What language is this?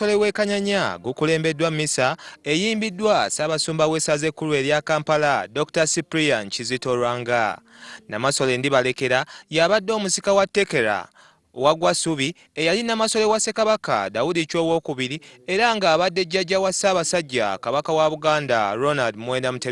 Ganda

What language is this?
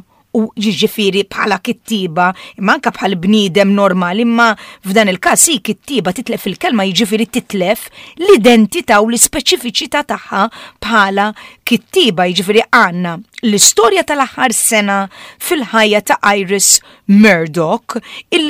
Maltese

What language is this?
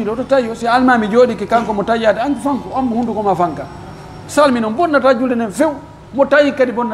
Pular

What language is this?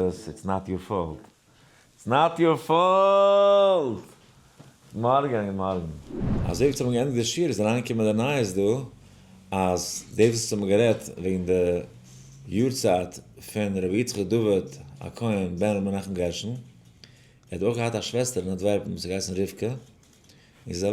Yiddish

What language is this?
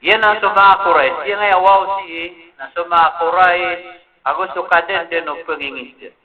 Maranao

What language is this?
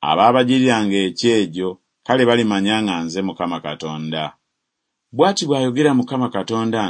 Ganda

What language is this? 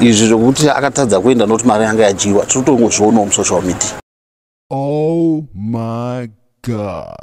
Shona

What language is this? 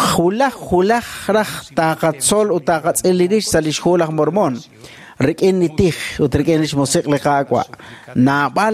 Kekchí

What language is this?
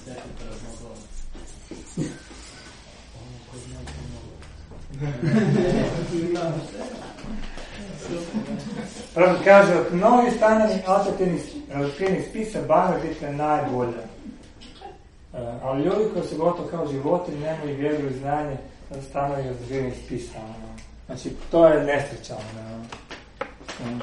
Croatian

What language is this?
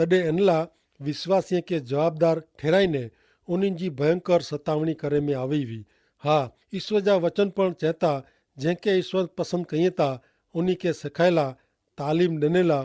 Kachhi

